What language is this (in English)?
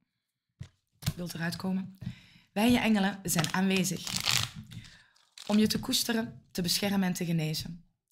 Dutch